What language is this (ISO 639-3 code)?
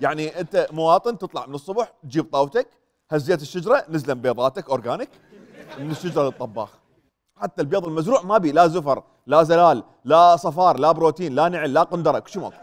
acm